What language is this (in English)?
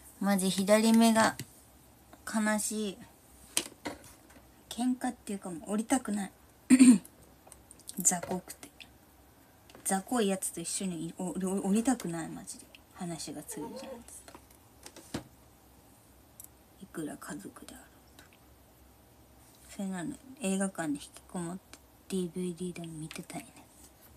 Japanese